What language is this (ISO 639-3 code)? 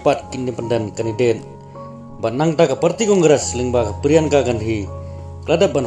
kha